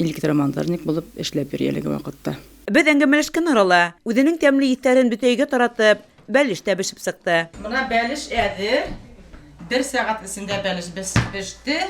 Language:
Bashkir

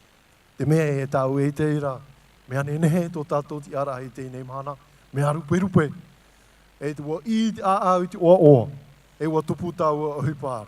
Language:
Tahitian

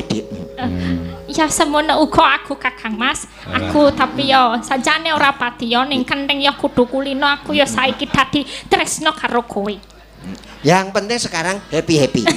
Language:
Javanese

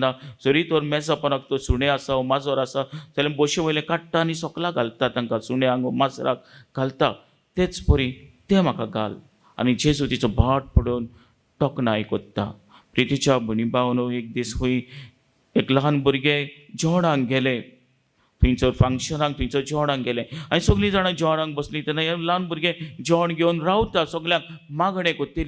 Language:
Konkani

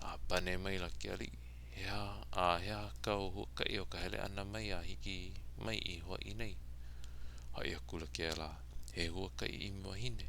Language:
Hawaiian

